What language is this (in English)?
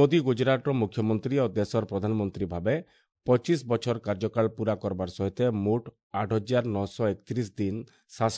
Odia